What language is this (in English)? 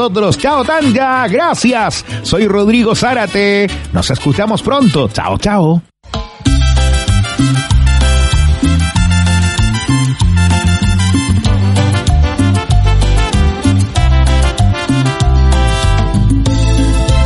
Spanish